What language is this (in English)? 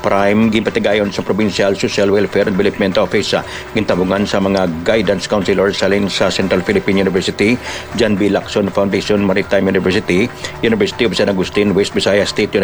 Hiligaynon